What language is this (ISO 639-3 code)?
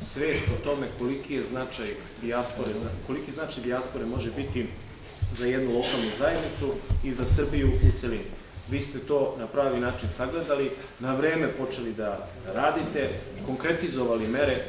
srp